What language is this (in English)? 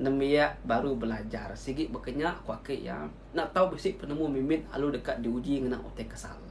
Iban